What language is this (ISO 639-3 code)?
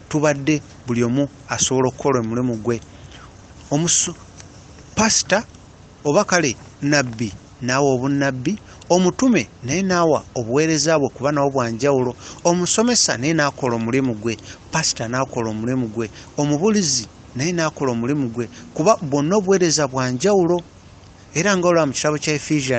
lug